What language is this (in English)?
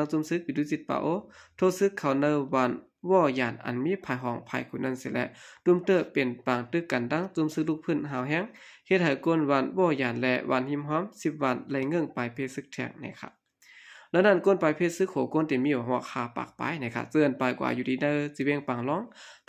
Shan